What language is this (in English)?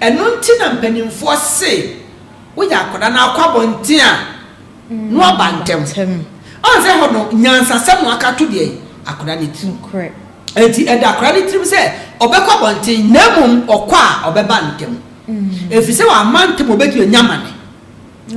Akan